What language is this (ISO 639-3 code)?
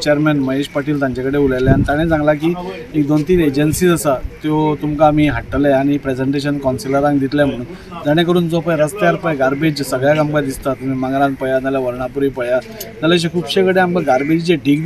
kok